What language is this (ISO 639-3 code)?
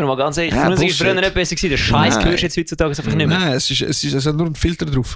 gsw